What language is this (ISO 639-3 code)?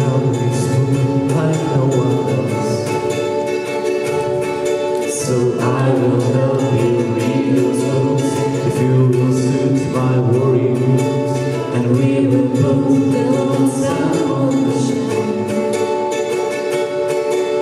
eng